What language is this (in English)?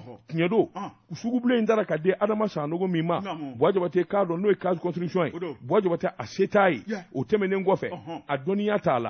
Bambara